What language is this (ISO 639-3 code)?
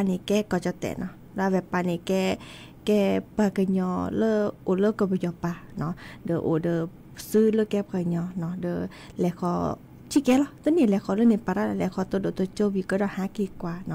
ksw